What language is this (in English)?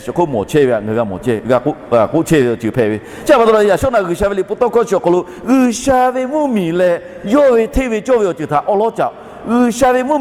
Lahu